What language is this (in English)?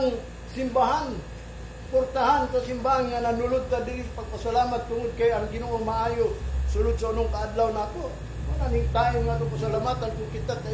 Cebuano